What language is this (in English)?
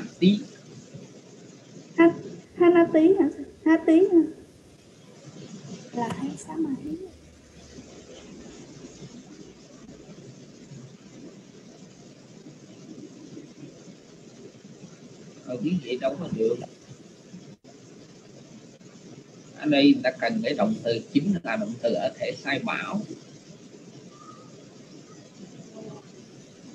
Vietnamese